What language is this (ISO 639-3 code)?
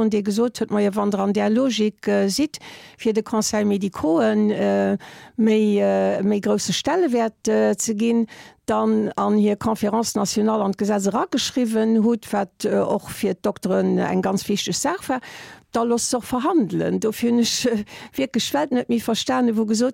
ltz